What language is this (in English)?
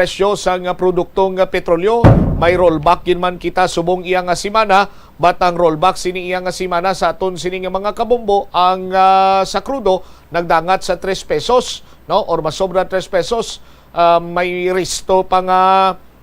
Hiligaynon